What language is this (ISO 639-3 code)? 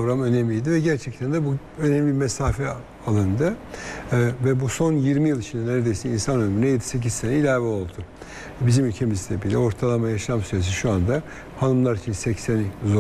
tur